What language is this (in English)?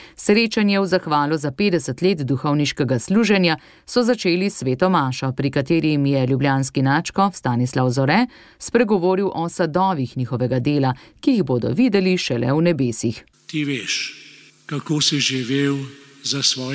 Slovenian